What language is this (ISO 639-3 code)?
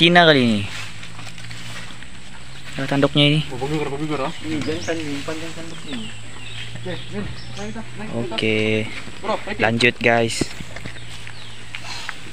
msa